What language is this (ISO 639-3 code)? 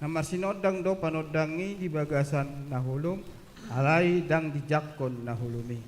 bbc